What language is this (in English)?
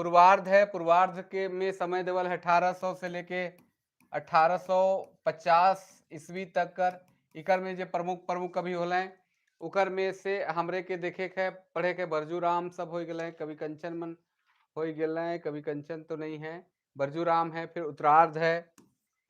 Sadri